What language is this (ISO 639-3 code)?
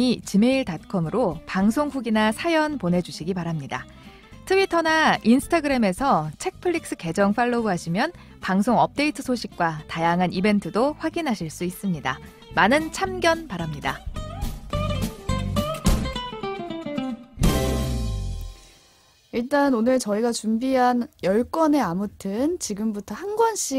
kor